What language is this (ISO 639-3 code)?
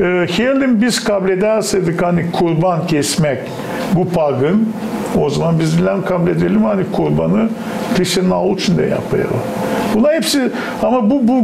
gag